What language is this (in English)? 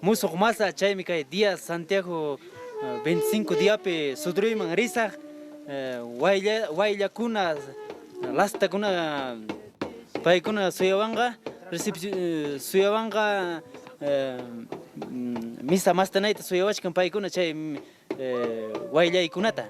Ayacucho Quechua